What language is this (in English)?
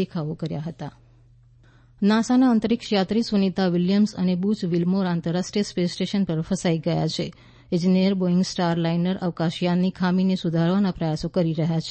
Gujarati